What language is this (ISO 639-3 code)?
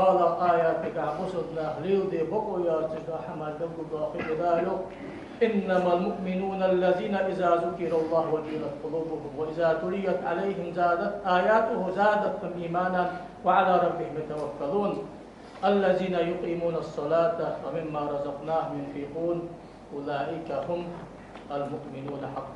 inh